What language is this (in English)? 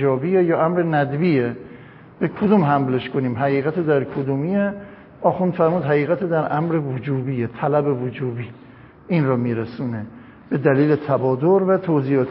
Persian